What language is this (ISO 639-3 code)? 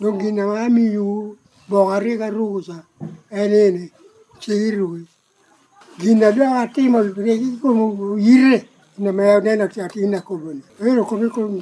laj